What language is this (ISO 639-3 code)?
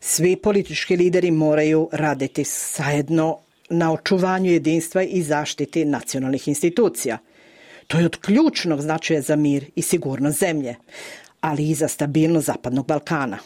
bos